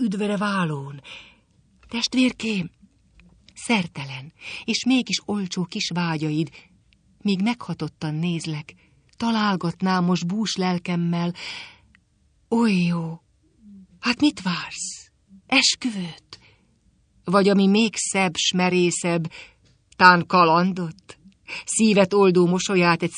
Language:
Hungarian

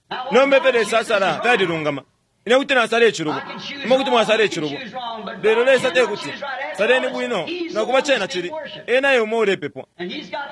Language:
Bemba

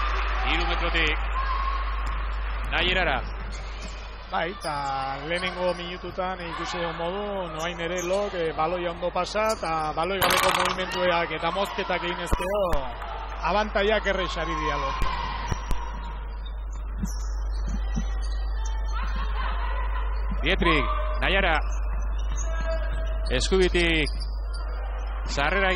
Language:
Basque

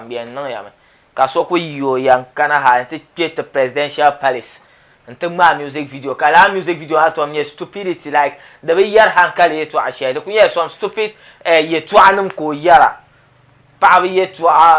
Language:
Dagbani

